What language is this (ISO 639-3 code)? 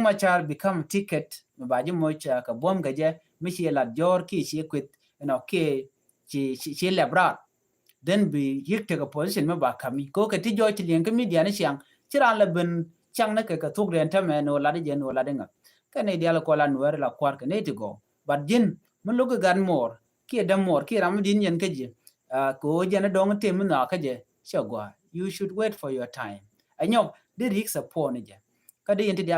nus